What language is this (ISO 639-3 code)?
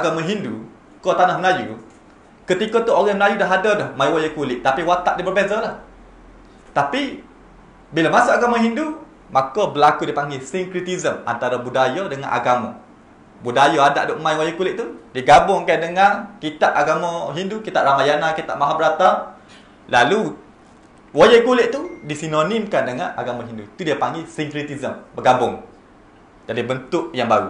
msa